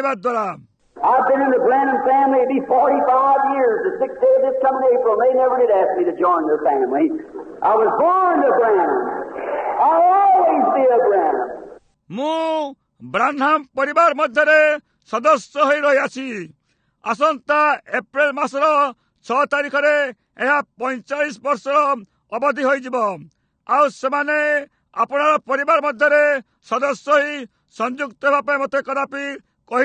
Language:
Odia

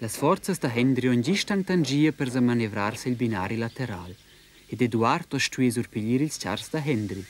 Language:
Romansh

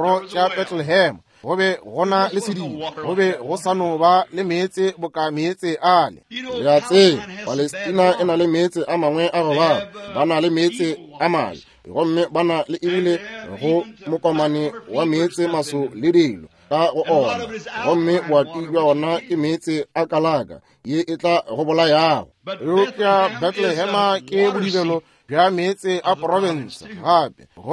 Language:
Northern Sotho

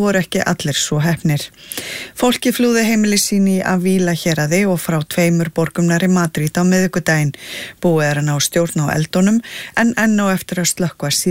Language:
Icelandic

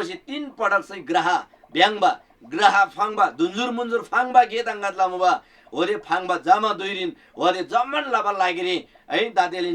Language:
Eastern Tamang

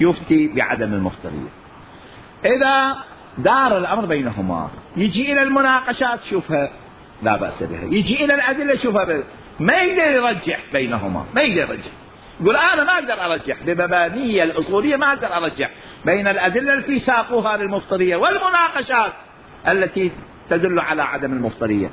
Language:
Mesopotamian Arabic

